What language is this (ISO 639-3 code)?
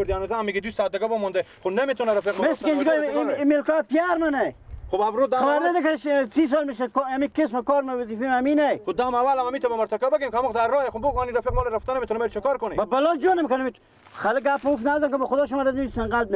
fas